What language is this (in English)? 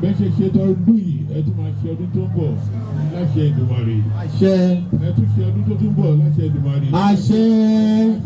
Yoruba